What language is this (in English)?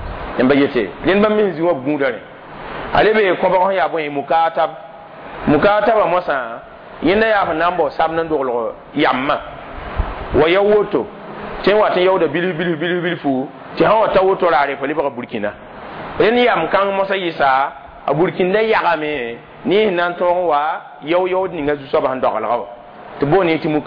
Mossi